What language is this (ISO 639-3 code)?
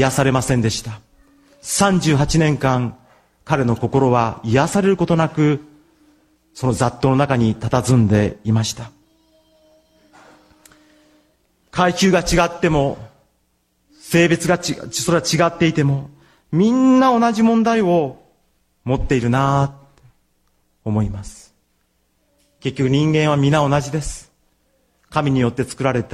jpn